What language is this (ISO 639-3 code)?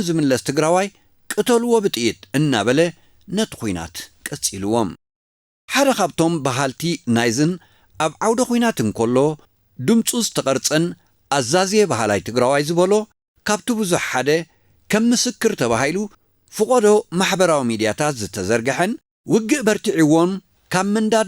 tir